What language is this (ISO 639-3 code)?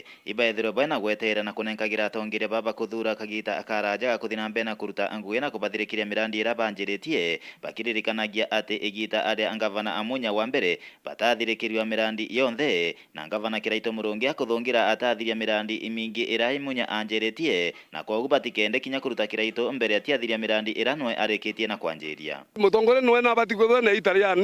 mer